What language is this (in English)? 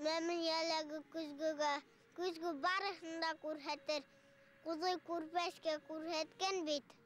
Bashkir